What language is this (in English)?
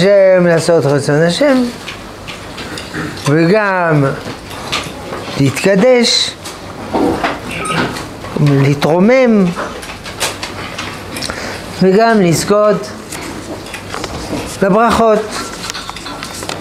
Hebrew